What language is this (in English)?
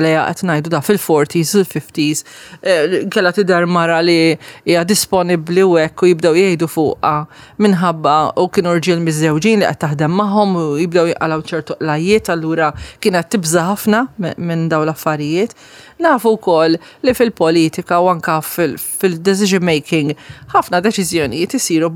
Maltese